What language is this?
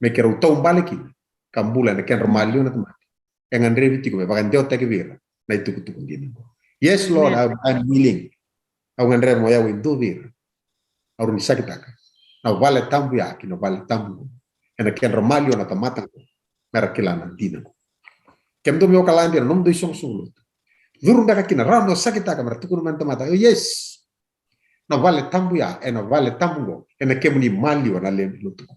Fijian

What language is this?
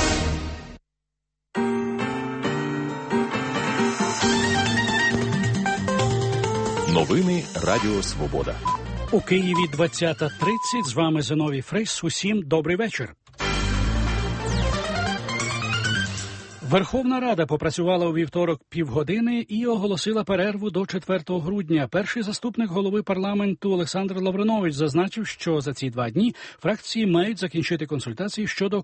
Ukrainian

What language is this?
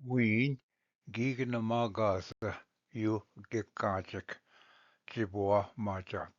Ojibwa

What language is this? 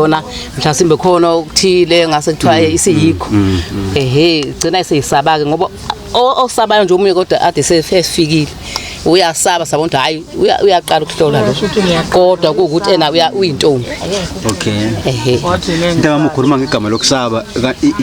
Zulu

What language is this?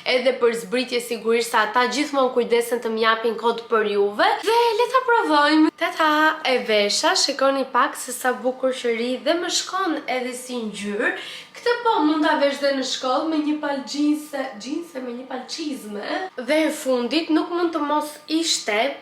Albanian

